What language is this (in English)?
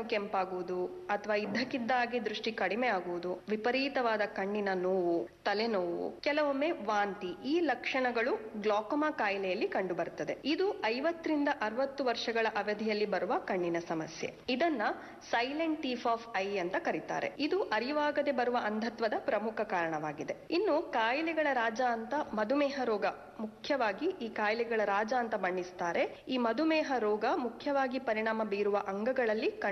Kannada